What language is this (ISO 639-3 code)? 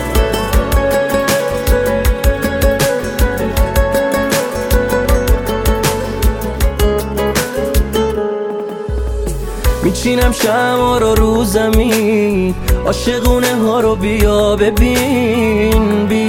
fas